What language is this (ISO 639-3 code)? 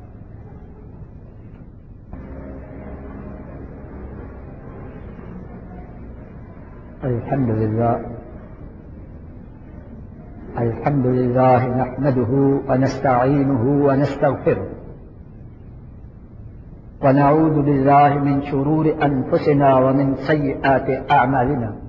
urd